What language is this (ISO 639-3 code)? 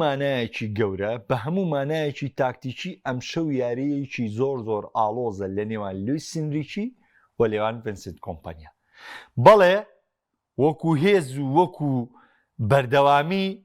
ckb